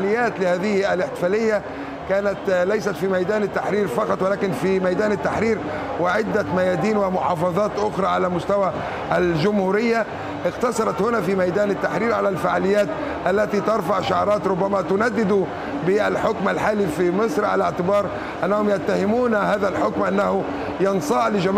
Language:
Tunisian Arabic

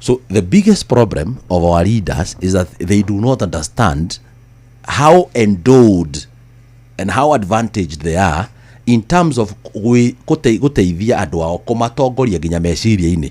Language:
Kikuyu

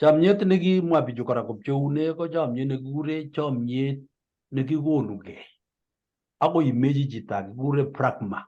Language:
Kalenjin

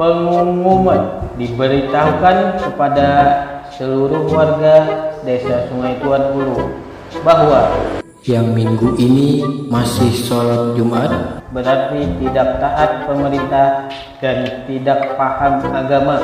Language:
Banjar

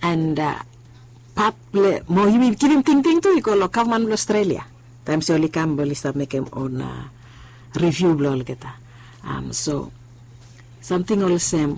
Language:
Bislama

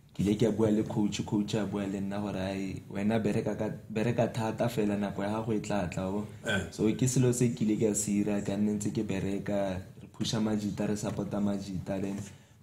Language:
Tswana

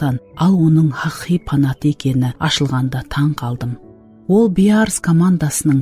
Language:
Kara-Kalpak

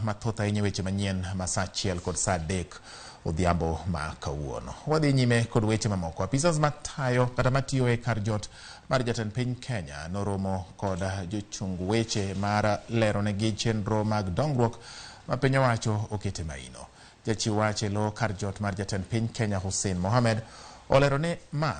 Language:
Luo (Kenya and Tanzania)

